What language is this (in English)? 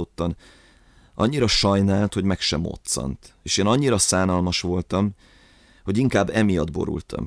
Hungarian